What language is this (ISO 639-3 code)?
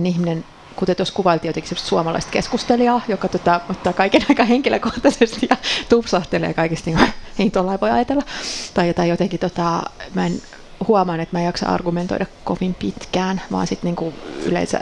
fin